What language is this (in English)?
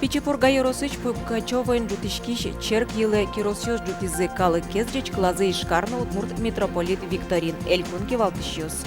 Udmurt